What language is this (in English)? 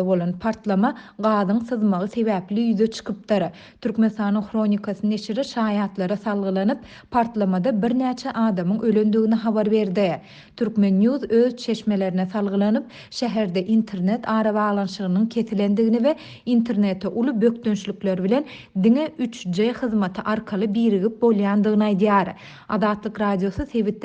Turkmen